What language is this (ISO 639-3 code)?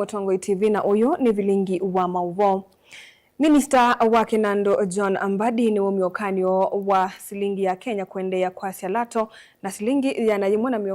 kam